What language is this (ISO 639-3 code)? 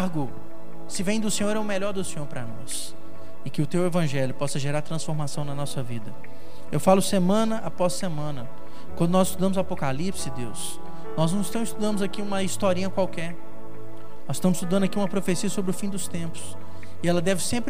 por